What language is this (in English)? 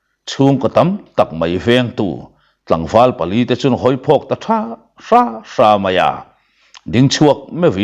Mizo